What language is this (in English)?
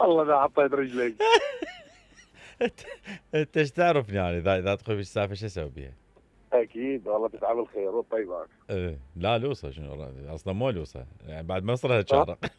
Mesopotamian Arabic